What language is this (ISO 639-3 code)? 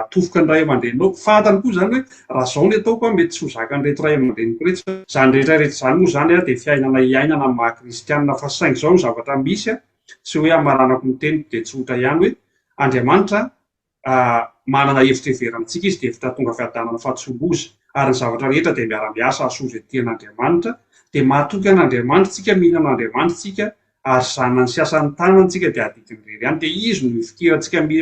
mlg